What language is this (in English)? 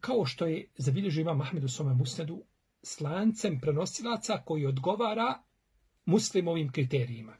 Bosnian